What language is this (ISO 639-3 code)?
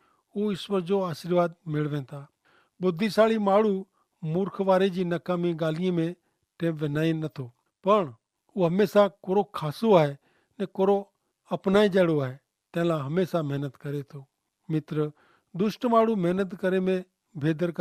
kfr